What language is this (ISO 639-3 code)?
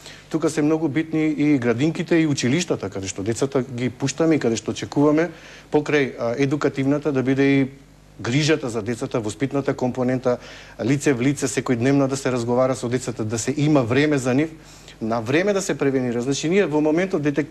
mkd